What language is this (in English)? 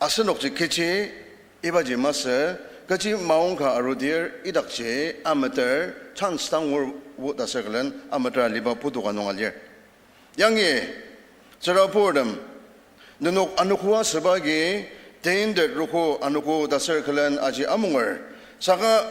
Ao Naga